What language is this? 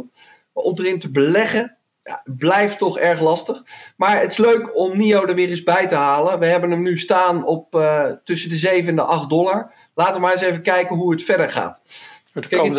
Dutch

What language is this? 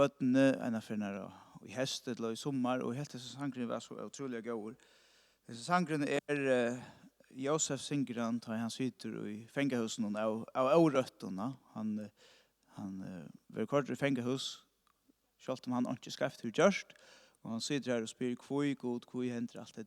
Faroese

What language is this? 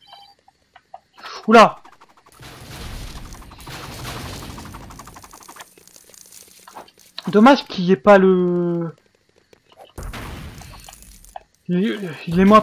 French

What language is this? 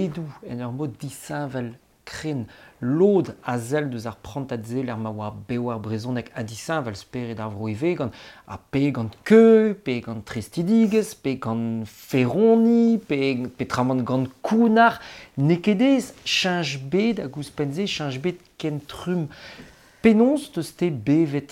Breton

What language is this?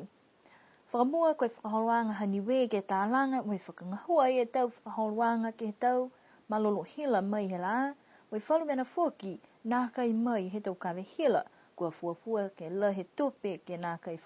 Niuean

